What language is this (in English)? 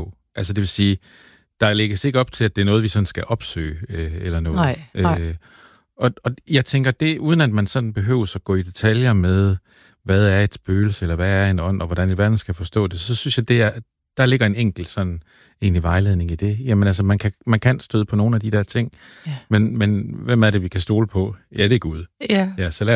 Danish